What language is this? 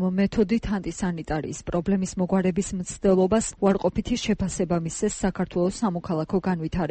Georgian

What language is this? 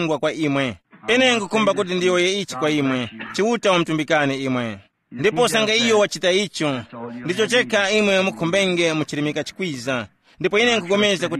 Tumbuka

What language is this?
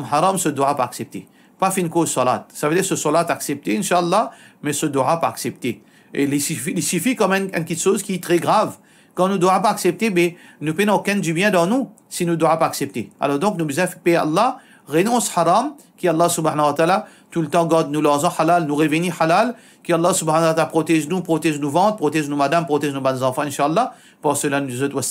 Morisyen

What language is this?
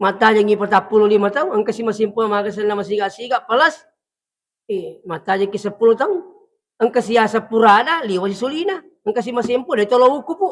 Buginese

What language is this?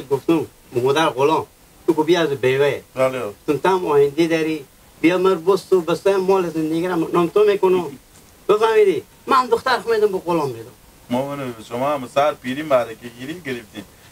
Hazaragi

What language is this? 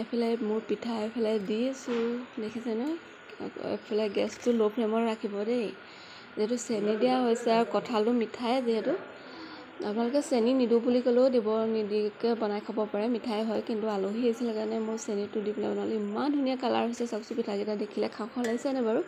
Assamese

